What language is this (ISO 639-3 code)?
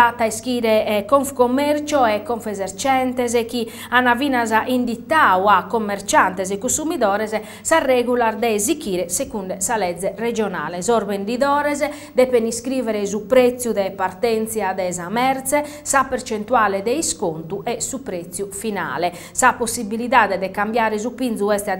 srd